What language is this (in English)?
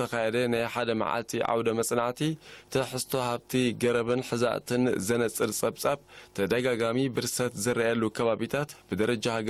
Tigrinya